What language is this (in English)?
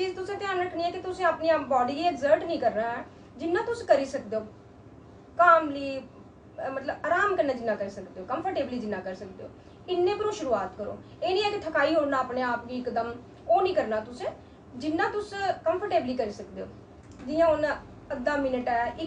Dogri